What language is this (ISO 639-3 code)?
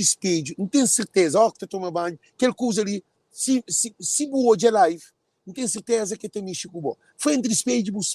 kea